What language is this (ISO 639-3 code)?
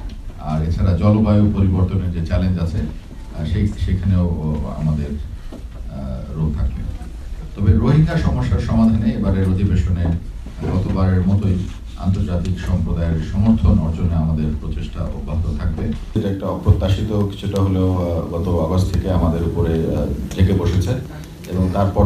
ben